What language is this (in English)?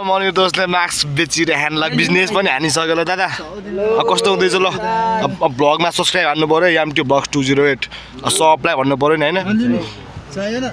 Nepali